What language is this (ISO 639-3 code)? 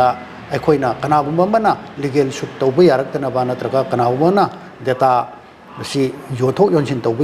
mni